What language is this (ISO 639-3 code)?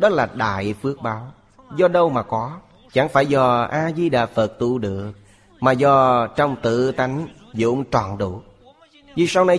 vie